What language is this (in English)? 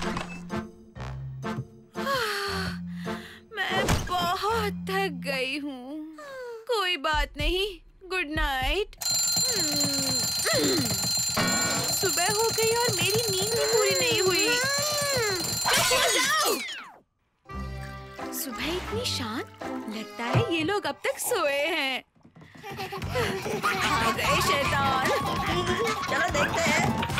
Hindi